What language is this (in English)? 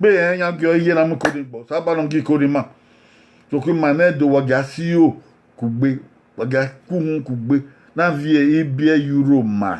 Bini